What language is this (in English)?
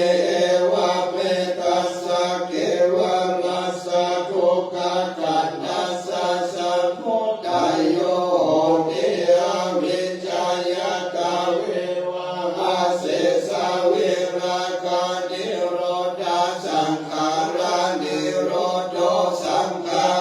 Pali